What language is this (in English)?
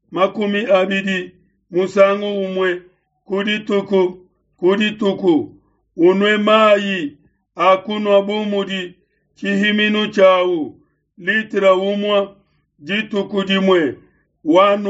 Luba-Lulua